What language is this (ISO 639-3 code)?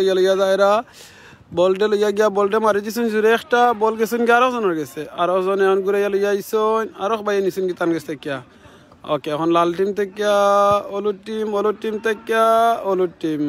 syl